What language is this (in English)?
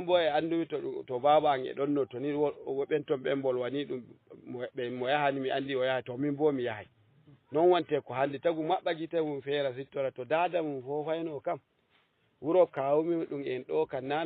Fula